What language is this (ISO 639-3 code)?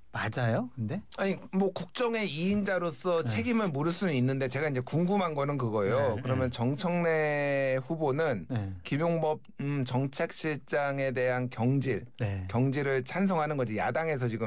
kor